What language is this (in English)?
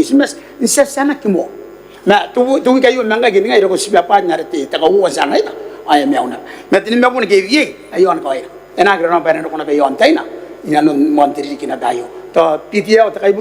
Gilbertese